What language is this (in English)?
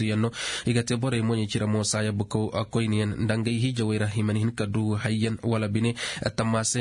Koyraboro Senni